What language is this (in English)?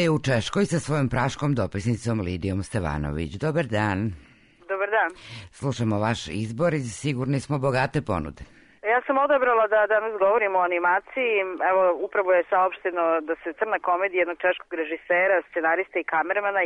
Serbian